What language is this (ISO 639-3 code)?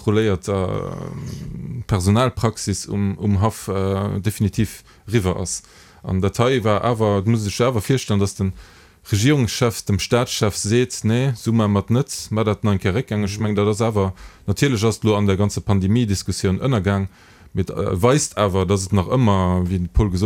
ltz